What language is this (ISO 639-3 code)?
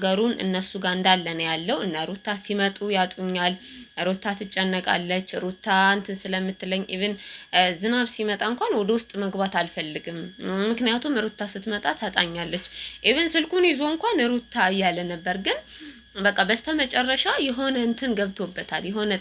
amh